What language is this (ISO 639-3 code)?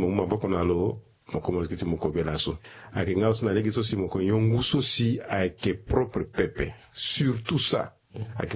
sag